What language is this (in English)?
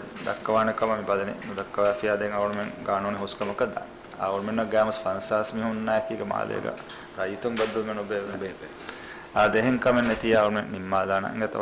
Divehi